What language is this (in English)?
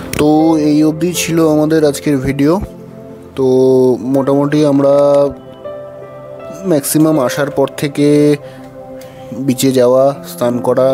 Bangla